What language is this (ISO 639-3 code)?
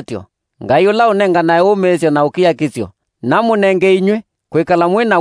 kam